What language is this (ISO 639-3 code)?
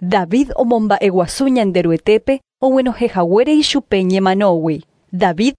grn